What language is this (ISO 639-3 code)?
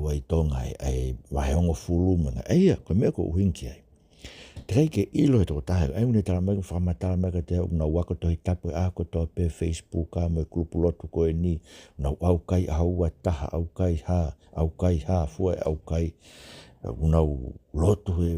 ton